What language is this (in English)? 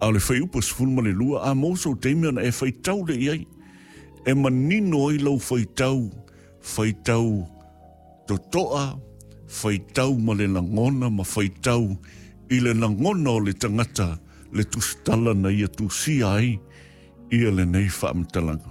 Samoan